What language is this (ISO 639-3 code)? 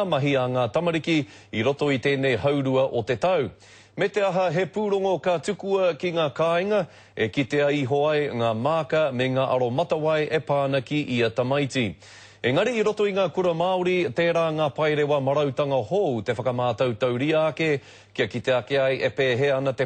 mri